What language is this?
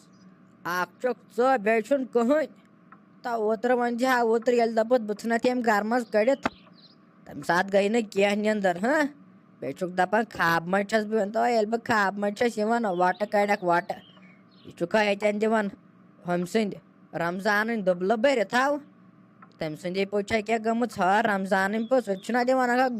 Kashmiri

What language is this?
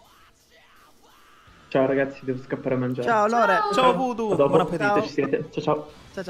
Italian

